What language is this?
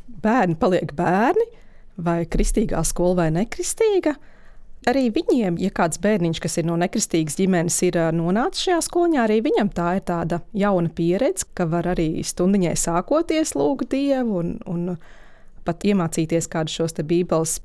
Latvian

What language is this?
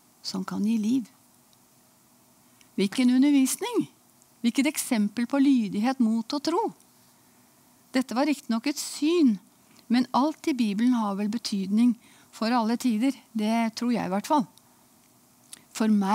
Norwegian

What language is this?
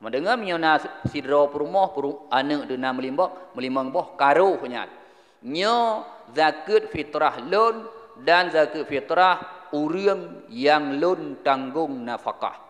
Achinese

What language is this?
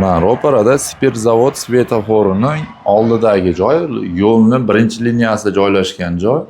Uzbek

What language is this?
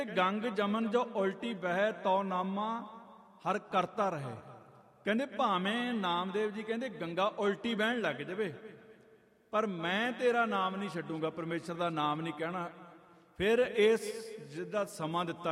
Punjabi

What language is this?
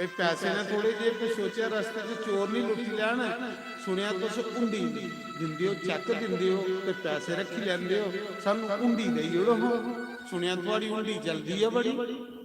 Dogri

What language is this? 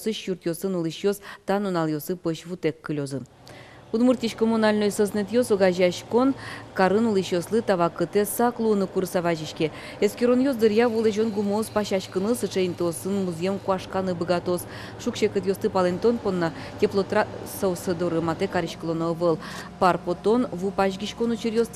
Udmurt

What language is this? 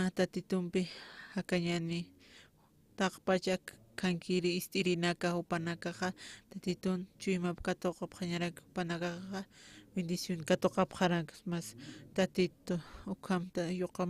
Aymara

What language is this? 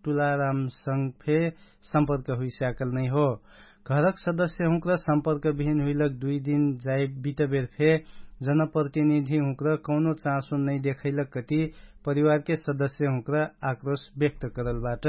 Dangaura Tharu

